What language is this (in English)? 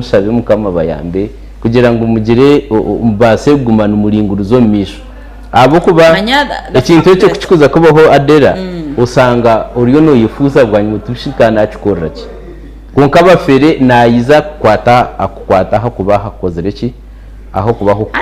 Nyankole